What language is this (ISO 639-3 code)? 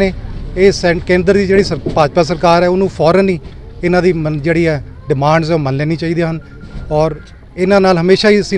pan